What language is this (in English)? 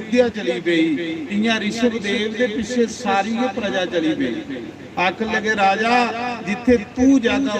Dogri